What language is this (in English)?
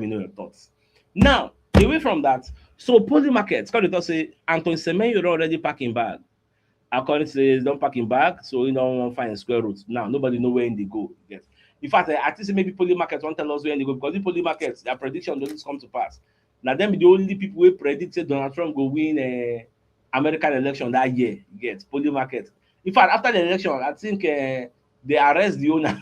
Nigerian Pidgin